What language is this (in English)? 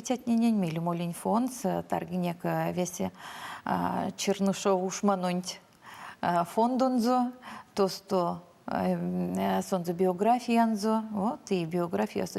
Erzya